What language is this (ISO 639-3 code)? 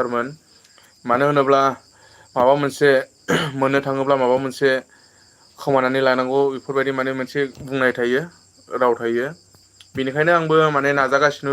brx